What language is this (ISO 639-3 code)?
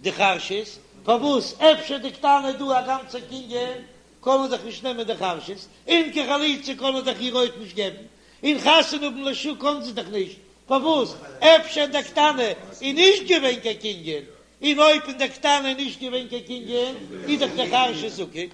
yid